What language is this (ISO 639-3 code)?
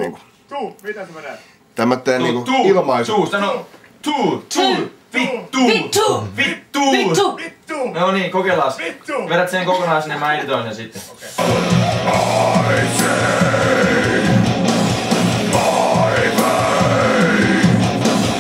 fin